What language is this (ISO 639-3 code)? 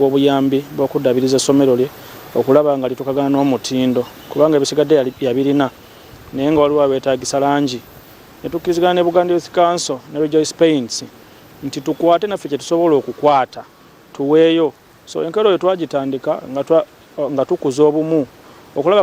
lug